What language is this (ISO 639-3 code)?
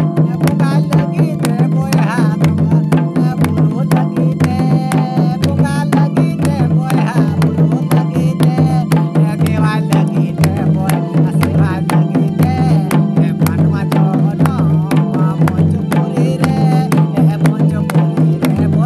sat